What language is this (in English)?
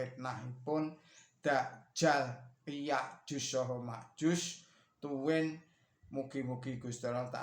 Javanese